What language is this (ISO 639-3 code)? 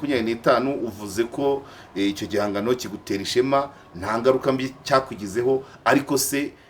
kin